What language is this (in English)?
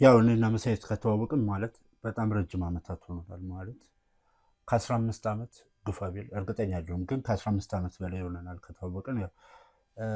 Amharic